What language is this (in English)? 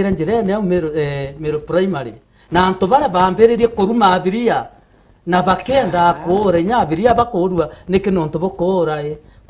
Meru